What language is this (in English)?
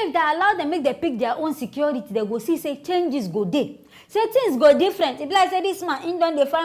Nigerian Pidgin